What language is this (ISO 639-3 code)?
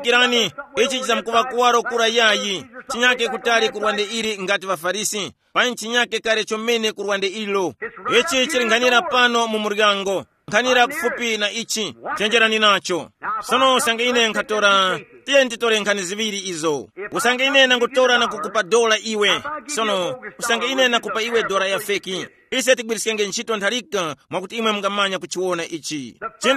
tum